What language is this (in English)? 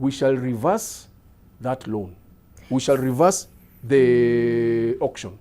Kikuyu